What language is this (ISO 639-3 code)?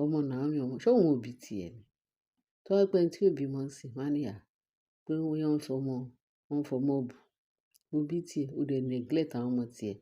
yor